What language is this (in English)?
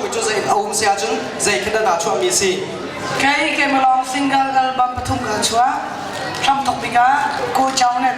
Hakha Chin